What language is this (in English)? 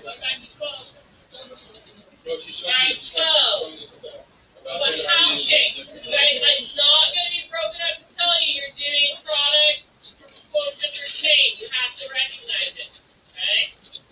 English